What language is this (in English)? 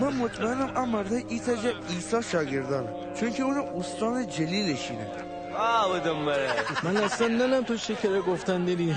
Gilaki